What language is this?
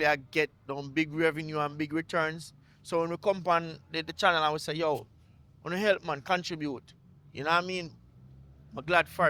Jamaican Creole English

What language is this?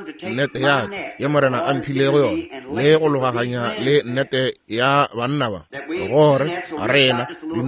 Northern Sotho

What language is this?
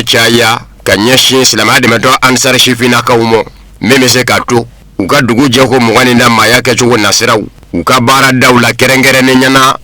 Bambara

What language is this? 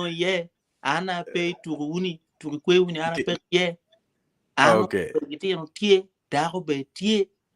Acoli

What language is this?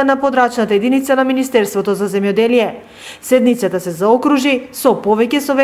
Macedonian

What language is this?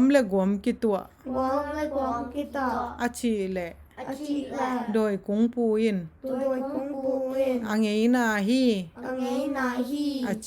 Tedim Chin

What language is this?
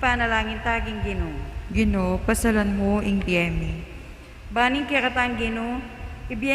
Pampanga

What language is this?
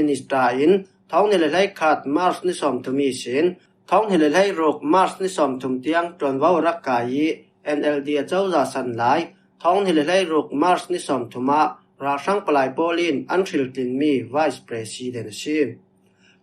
Falam Chin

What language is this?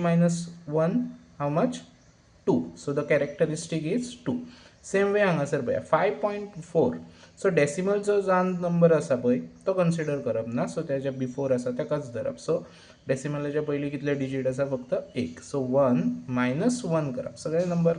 Konkani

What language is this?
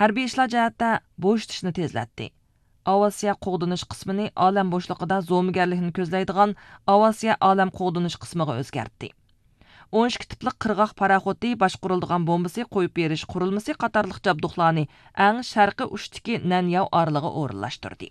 Uyghur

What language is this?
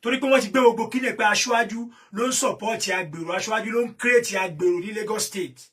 Yoruba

